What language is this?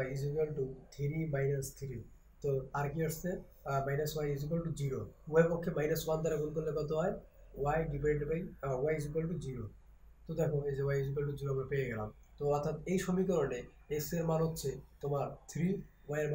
Bangla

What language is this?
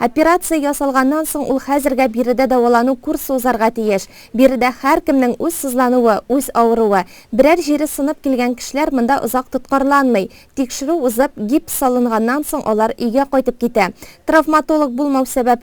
Tatar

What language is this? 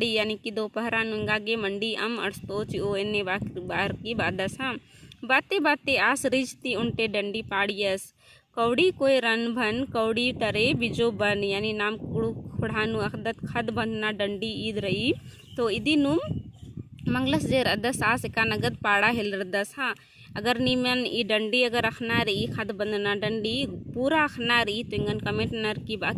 Kurukh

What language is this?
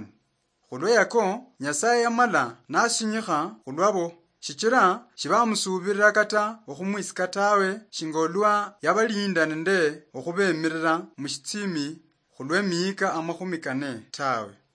Luyia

